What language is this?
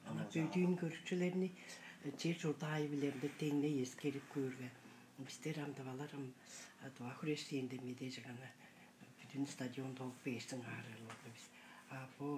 Tuvinian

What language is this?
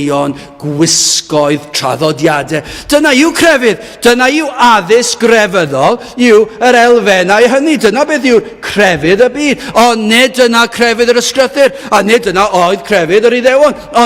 Welsh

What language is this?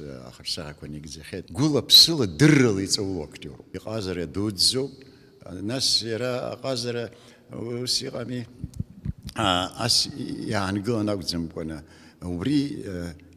Abkhazian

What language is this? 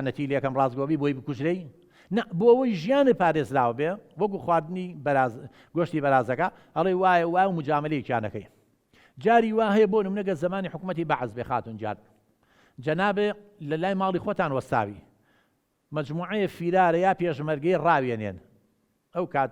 Central Kurdish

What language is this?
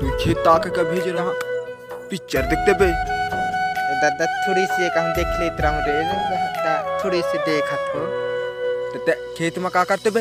Chhattisgarhi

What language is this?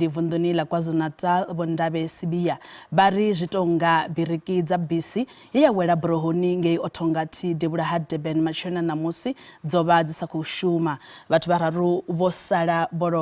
Venda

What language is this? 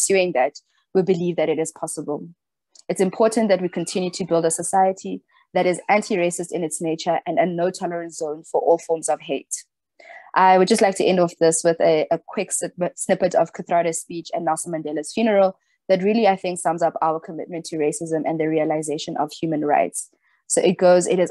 English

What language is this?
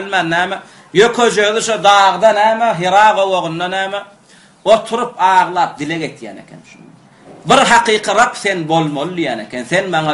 Turkmen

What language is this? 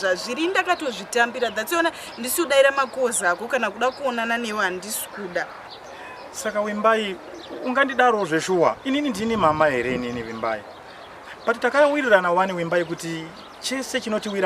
Shona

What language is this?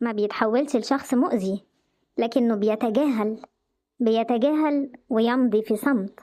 Egyptian Arabic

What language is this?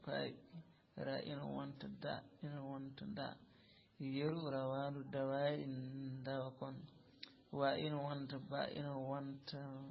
Fula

